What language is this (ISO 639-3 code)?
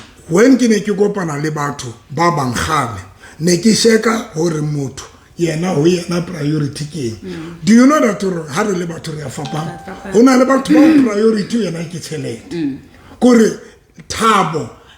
sot